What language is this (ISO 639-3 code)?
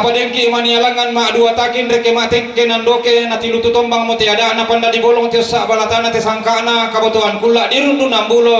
sda